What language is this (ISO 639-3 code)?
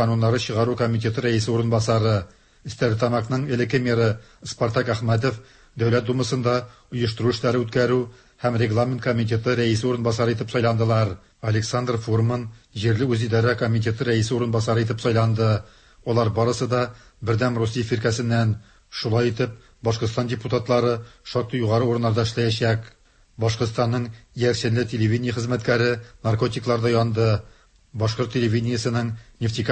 tat